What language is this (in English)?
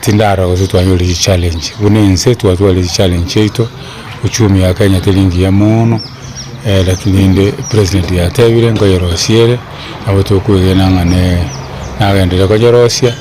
Gusii